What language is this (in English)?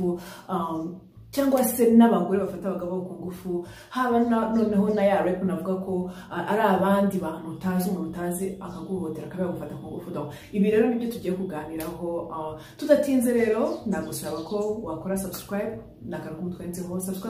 Kinyarwanda